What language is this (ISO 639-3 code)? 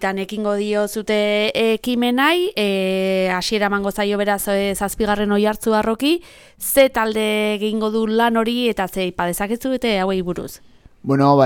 eus